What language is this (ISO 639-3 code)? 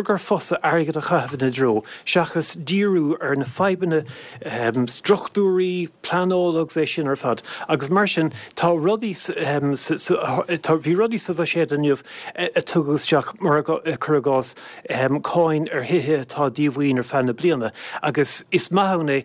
gle